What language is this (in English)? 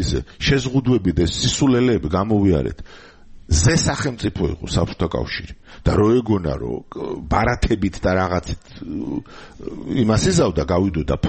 Georgian